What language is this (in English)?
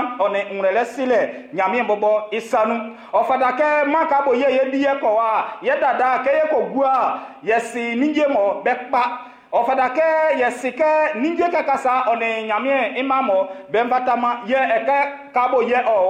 Baoulé